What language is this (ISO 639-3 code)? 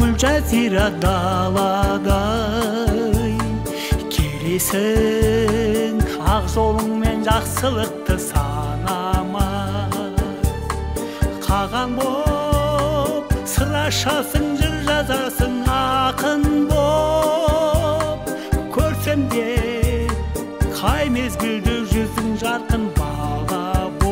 kaz